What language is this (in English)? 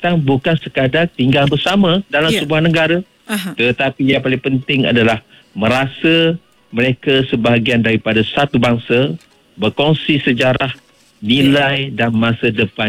Malay